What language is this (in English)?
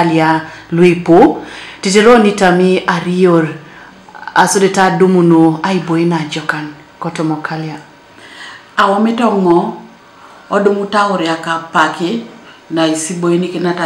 Teso